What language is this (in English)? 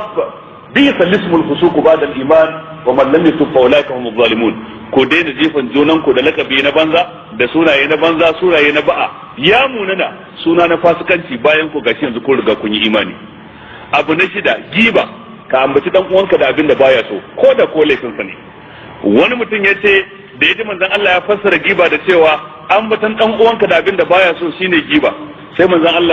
Hausa